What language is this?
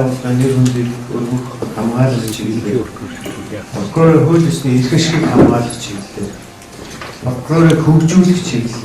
Mongolian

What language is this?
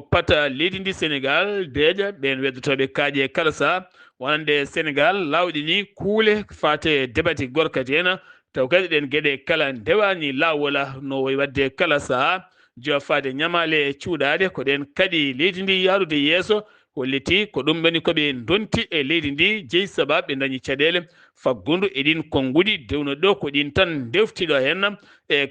Fula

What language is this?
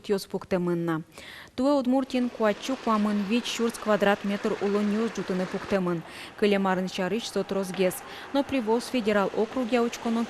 Udmurt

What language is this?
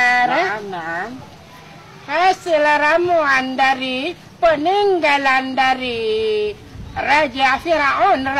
Achinese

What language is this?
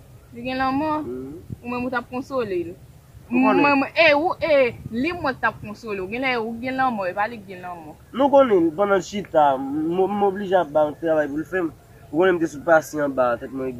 Haitian Creole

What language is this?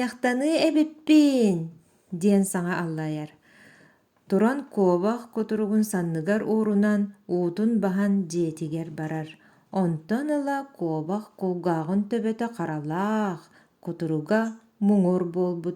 Yakut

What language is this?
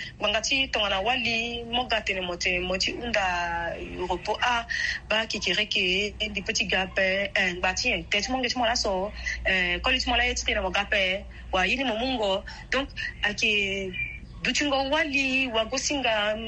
Sango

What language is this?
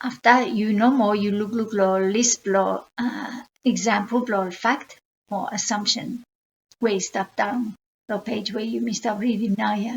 Bislama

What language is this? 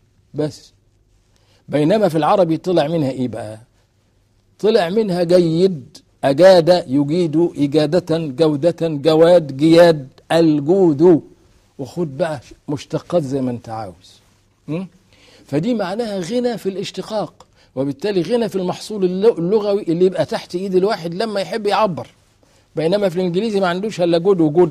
Egyptian Arabic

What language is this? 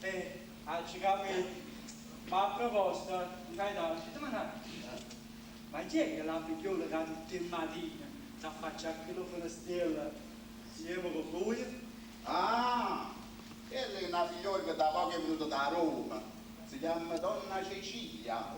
Neapolitan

